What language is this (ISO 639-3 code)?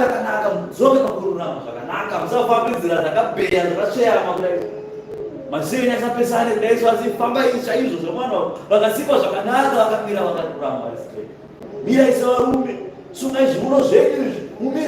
sna